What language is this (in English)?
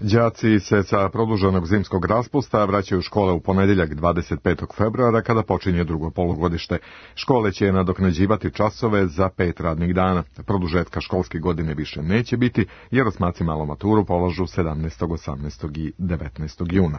Serbian